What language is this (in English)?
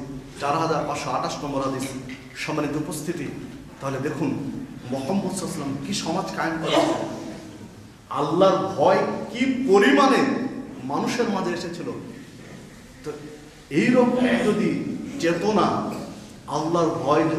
Bangla